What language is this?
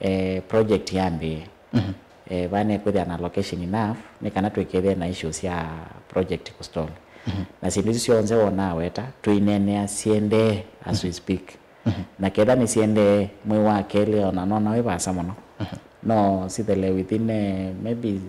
Kamba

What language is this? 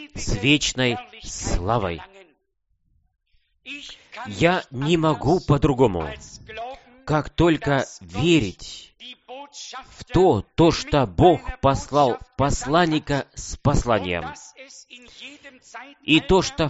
Russian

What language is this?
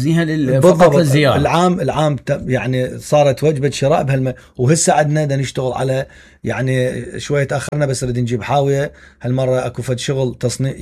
Mesopotamian Arabic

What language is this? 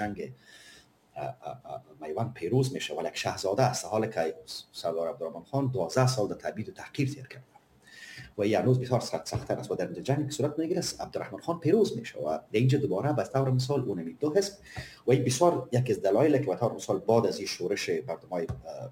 Persian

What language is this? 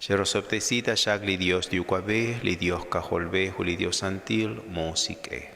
Kekchí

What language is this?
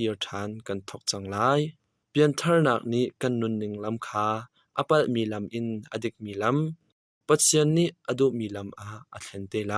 Hakha Chin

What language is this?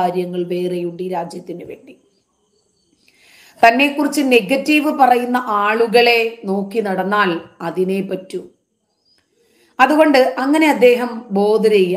Malayalam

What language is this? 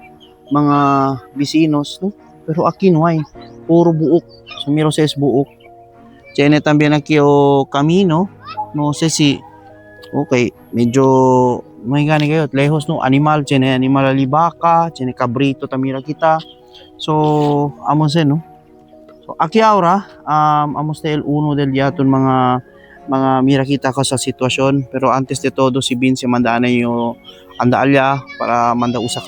Chavacano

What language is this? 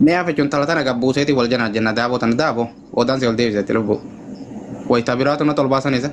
Oromo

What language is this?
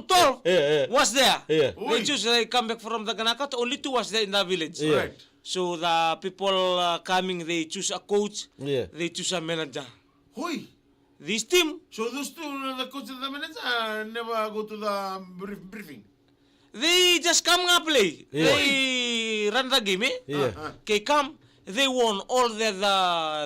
Fijian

